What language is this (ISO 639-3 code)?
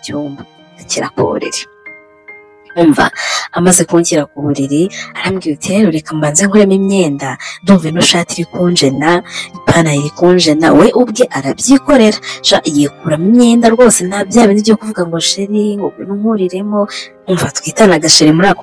kin